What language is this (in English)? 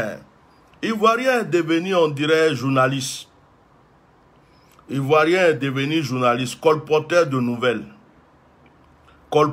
French